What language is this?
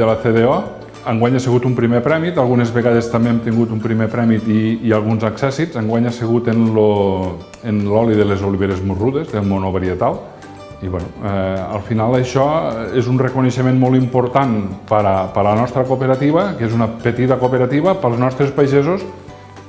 Catalan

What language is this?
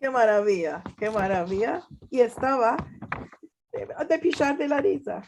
Ladino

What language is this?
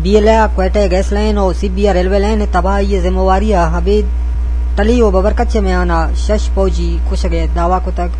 Eastern Balochi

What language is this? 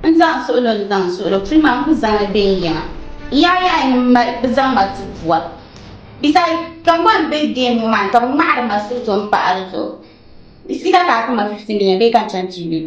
Dagbani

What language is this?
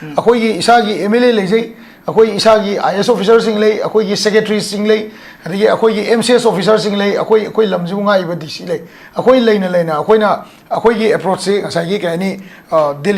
Manipuri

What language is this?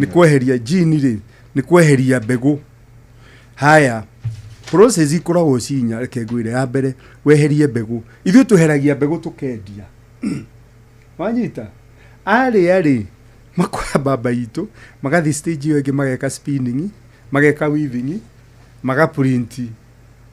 Kikuyu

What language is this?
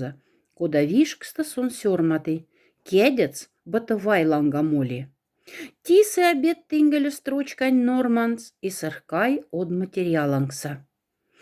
Moksha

